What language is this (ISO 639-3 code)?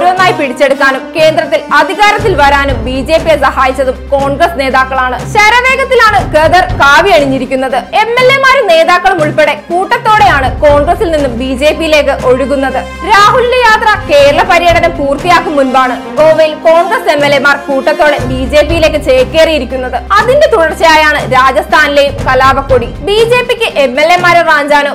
mal